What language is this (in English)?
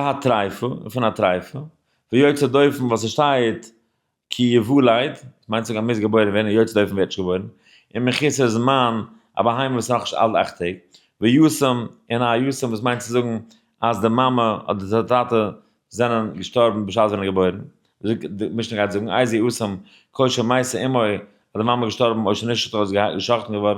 Yiddish